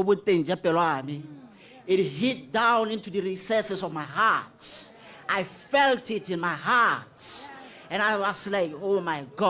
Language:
Tswana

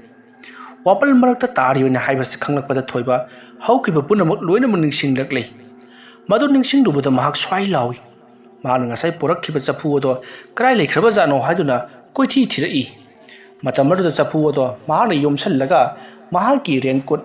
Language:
Manipuri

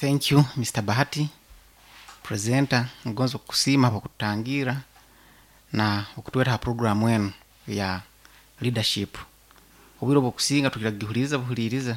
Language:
Nyankole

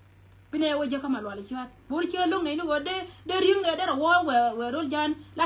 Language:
Nuer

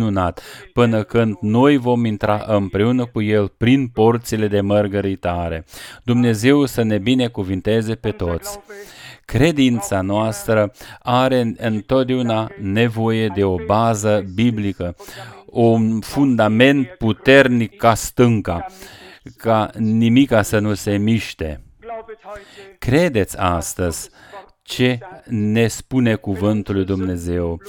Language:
Romanian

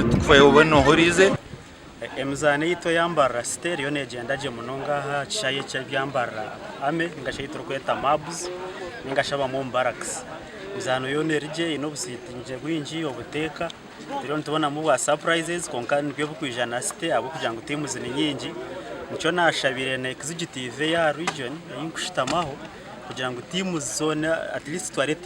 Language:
Nyankole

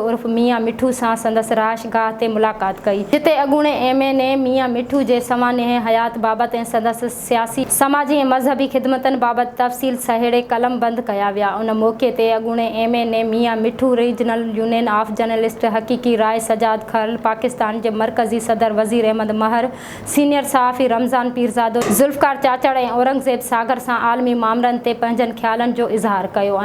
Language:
Sindhi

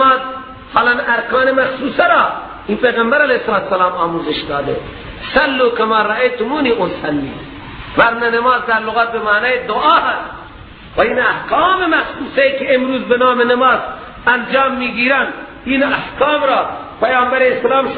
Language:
Persian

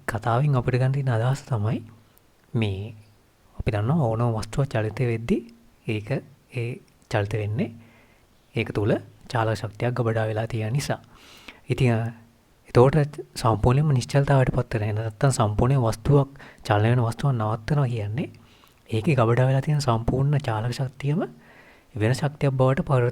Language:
Sinhala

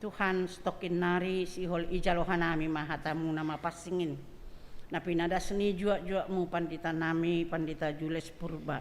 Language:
Batak Simalungun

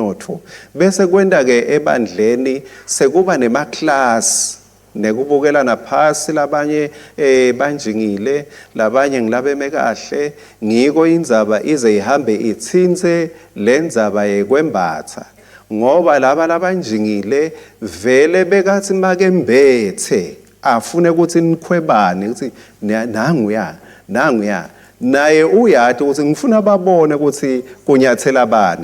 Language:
Swati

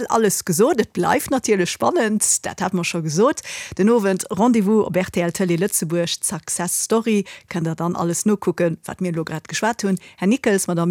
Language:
Luxembourgish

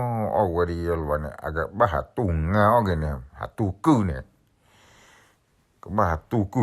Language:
S'gaw Karen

